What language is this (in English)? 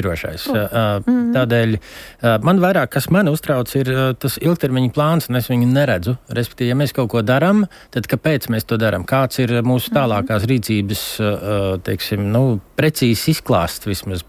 Latvian